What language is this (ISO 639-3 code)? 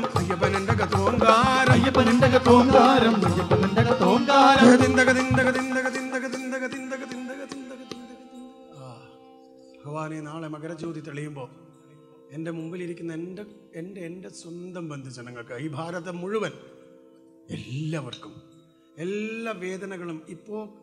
mal